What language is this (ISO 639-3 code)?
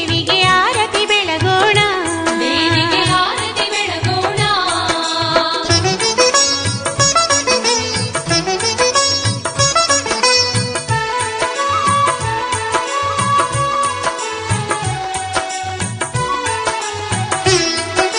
kan